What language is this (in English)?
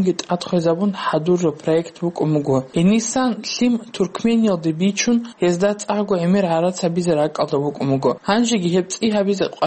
Avaric